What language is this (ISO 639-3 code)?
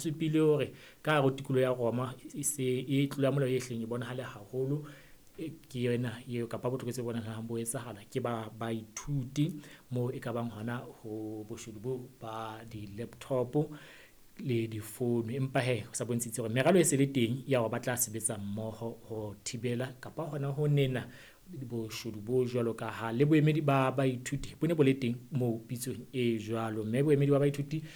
sot